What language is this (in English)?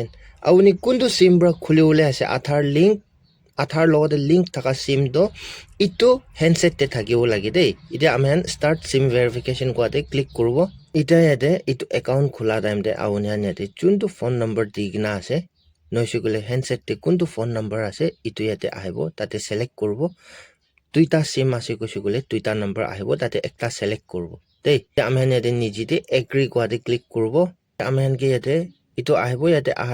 Naga Pidgin